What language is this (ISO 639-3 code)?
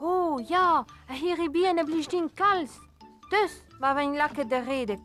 bre